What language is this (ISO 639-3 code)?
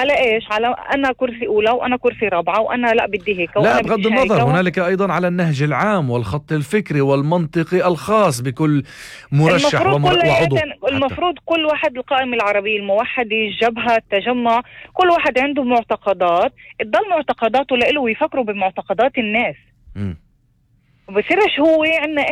apc